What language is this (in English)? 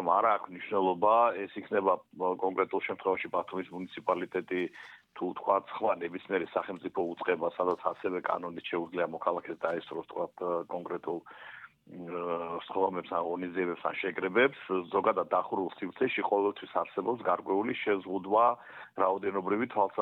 Georgian